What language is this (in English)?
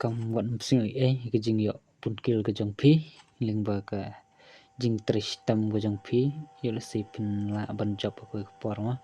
Khasi